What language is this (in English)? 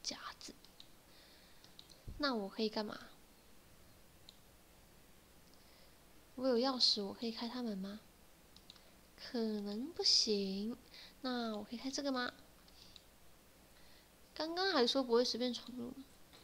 Chinese